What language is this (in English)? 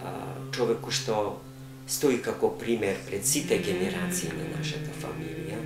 Macedonian